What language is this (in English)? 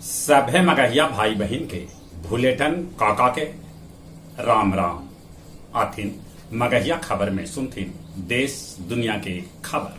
Magahi